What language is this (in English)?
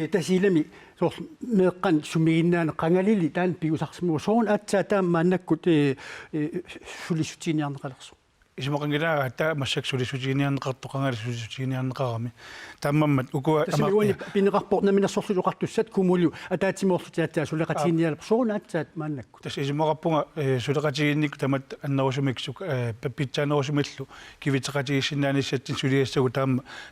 Kalaallisut